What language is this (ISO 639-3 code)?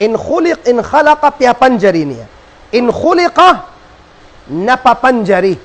tsg